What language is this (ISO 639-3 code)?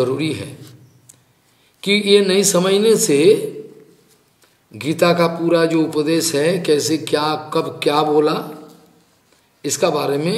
hin